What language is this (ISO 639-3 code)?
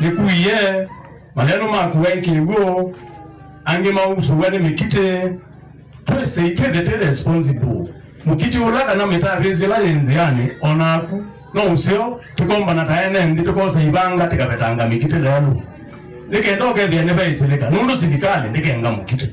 kam